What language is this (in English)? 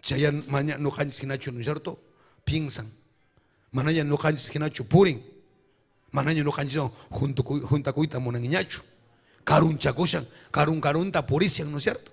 Ayacucho Quechua